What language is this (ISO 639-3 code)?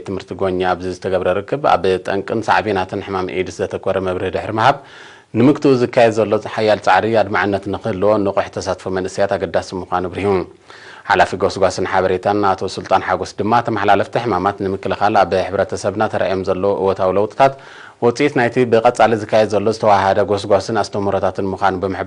tir